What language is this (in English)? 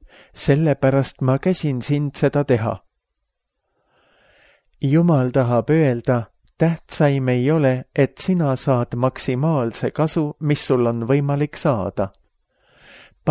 Estonian